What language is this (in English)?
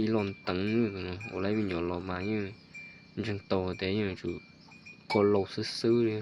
Hmong